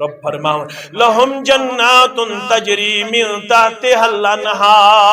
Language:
Kashmiri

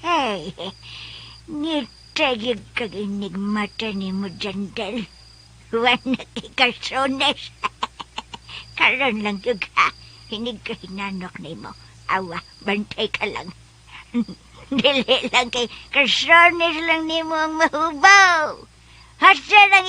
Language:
Cebuano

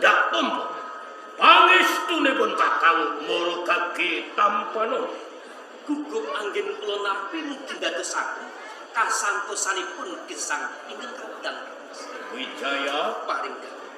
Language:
Javanese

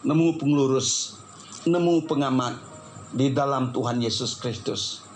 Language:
Iban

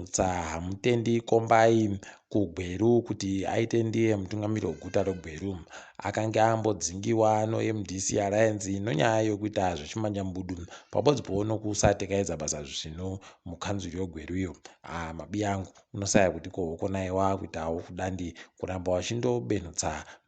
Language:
Ndau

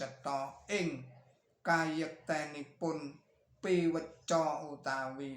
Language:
Javanese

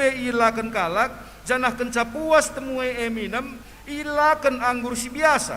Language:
Batak Karo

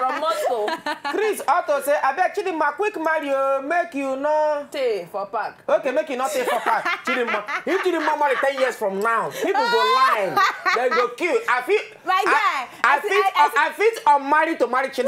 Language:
Nigerian Pidgin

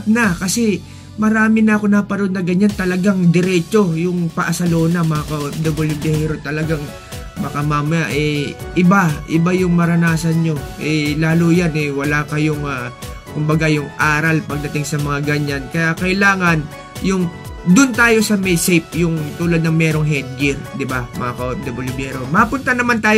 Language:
Filipino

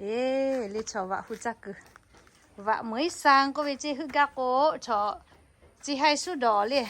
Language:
Lahu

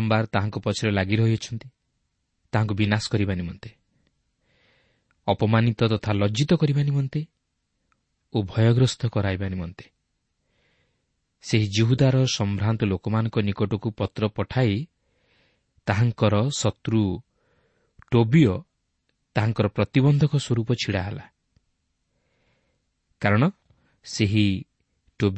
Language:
Odia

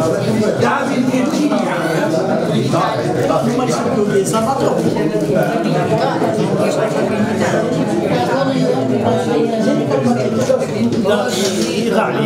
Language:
Romanian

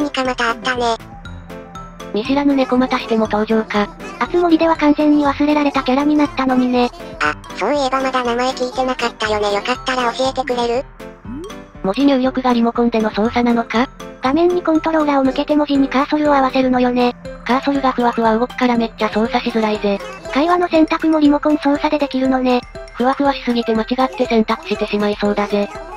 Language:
Japanese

